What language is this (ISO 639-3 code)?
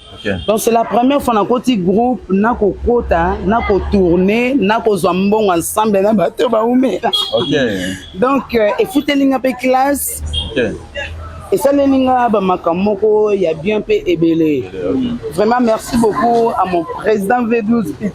lin